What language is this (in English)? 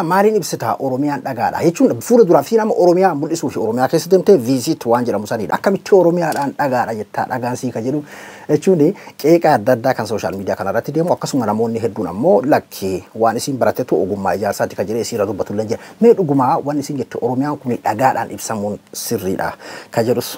Oromo